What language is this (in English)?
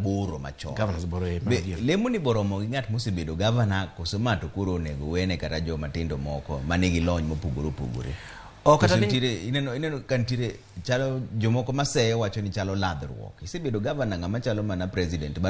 Luo (Kenya and Tanzania)